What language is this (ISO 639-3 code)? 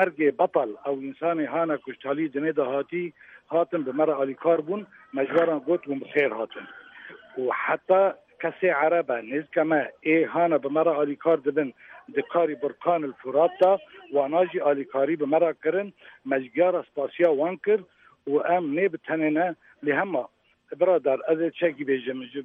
kur